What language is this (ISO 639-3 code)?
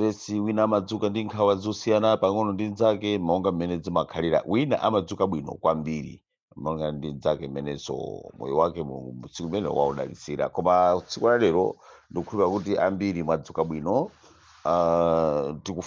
nya